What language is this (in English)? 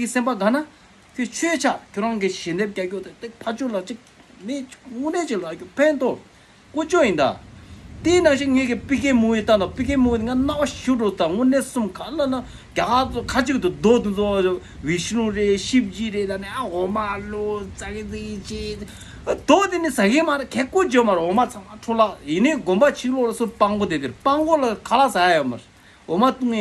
Tibetan